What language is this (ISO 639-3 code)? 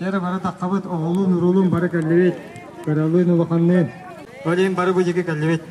sah